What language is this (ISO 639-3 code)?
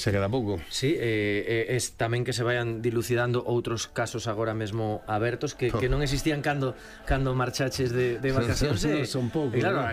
glg